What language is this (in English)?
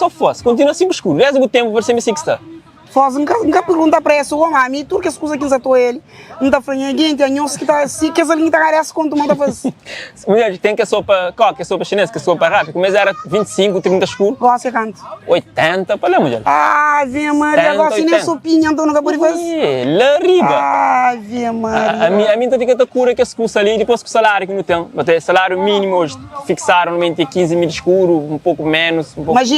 Kabuverdianu